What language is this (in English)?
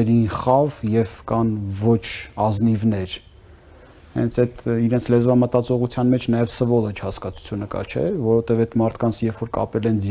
Armenian